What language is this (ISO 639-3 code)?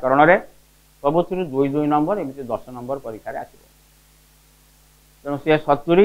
ori